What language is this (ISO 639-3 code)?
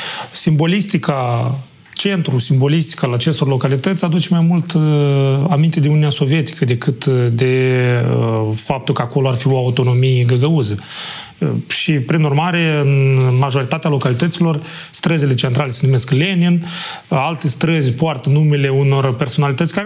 ron